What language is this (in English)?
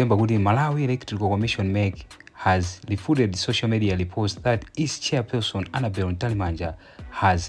Nyanja